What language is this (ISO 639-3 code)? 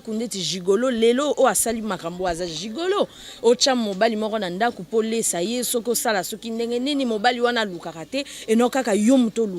lin